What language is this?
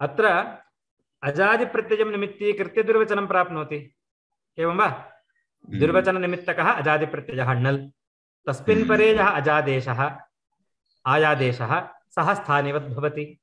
Sanskrit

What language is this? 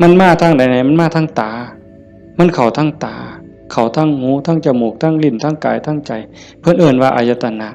Northeastern Thai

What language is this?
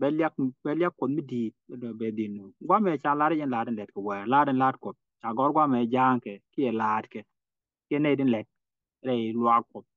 Nuer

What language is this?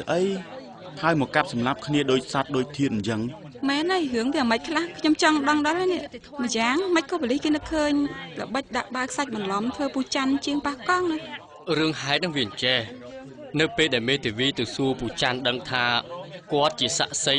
Khmer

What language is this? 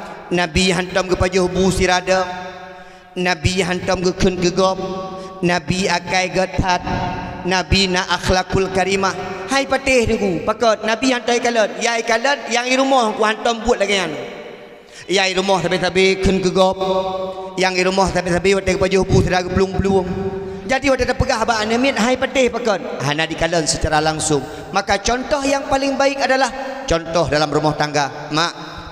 Achinese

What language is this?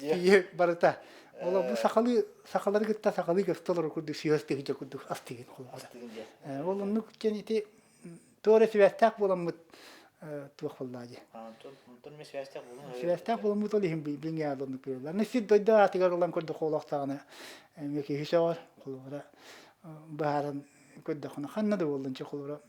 Yakut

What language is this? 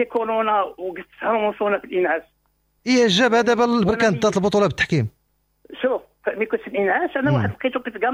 Moroccan Arabic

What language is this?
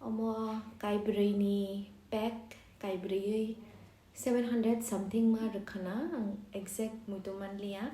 Kok Borok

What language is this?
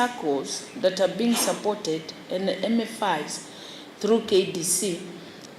Kamba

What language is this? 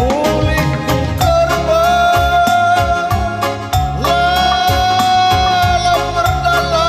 Batak Karo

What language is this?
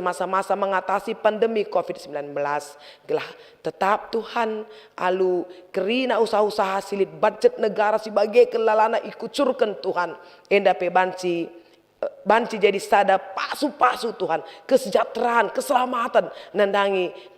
Batak Karo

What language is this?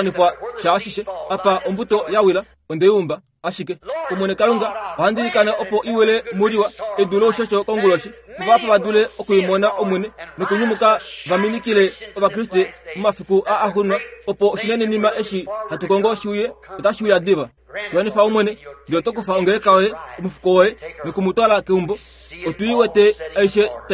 Kuanyama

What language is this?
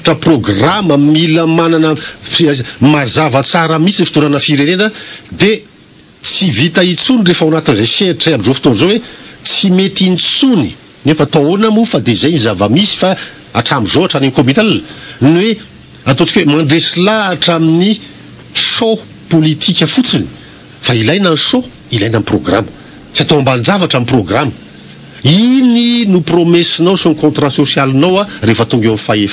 Malagasy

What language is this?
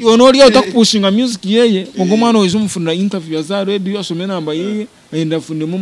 Nyankole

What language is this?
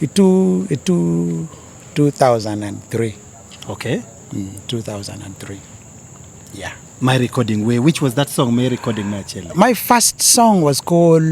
Acoli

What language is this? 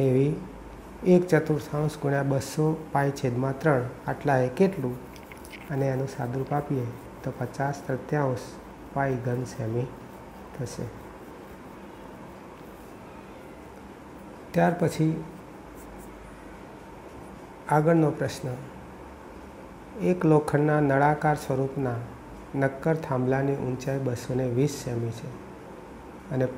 Gujarati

